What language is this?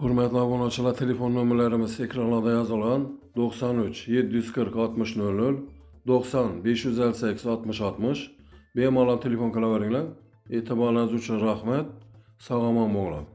Uzbek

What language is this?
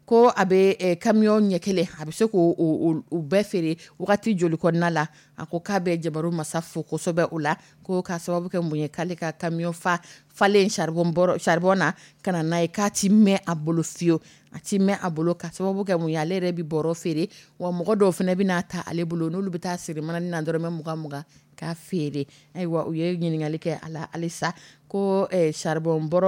Dyula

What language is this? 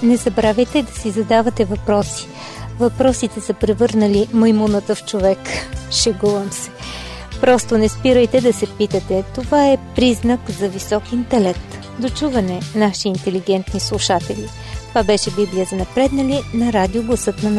Bulgarian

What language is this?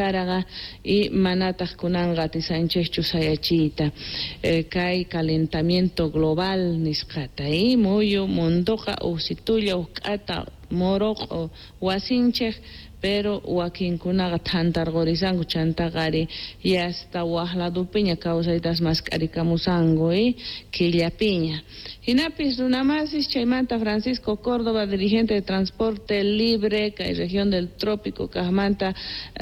South Bolivian Quechua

